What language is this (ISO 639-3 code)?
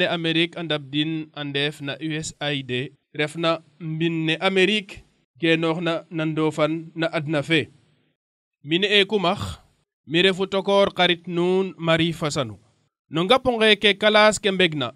srr